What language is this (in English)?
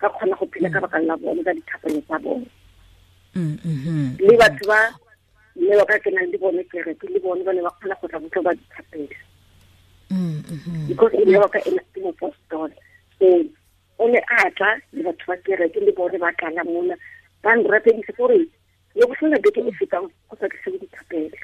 Tswana